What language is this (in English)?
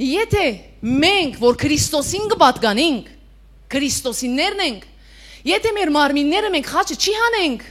Western Armenian